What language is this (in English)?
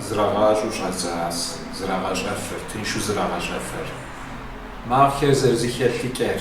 Kabardian